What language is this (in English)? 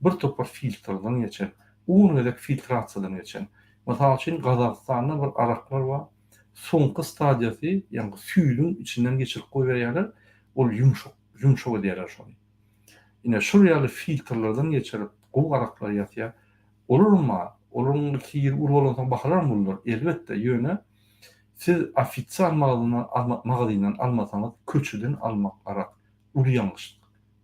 Turkmen